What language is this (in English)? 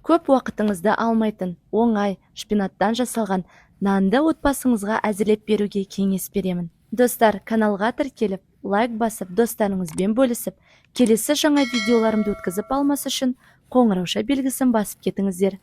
Kazakh